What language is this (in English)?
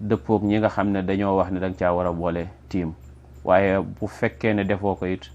Wolof